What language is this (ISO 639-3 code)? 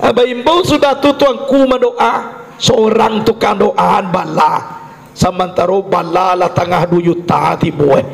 min